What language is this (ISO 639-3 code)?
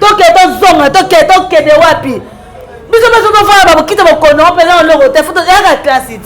lin